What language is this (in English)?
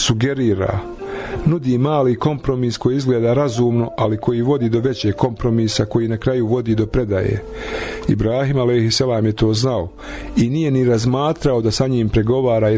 Bosnian